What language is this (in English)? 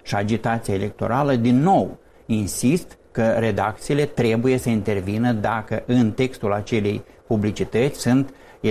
Romanian